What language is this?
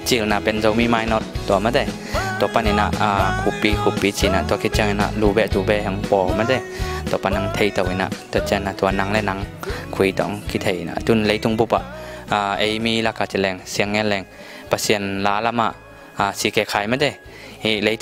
Tedim Chin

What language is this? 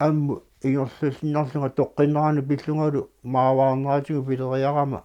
Kalaallisut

